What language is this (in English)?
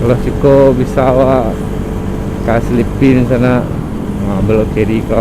Minangkabau